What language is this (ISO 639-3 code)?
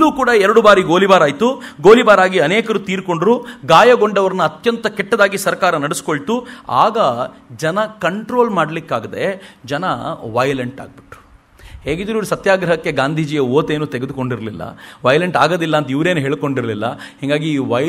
kan